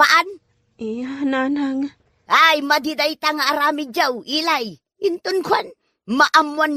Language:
Iloko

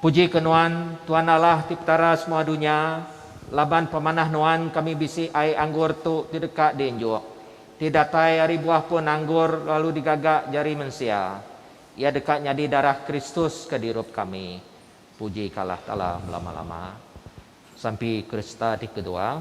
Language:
Iban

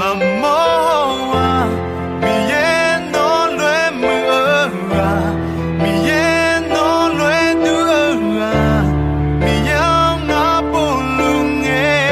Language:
Akha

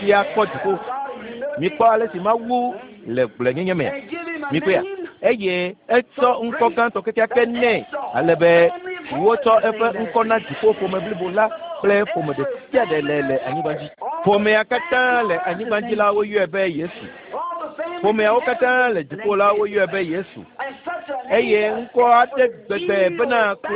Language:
Ewe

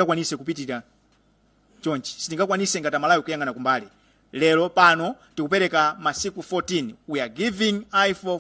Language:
Nyanja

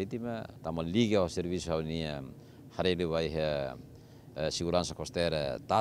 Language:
Tetum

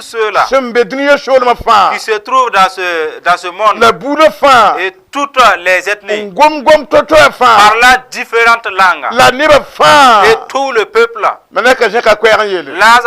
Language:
Mossi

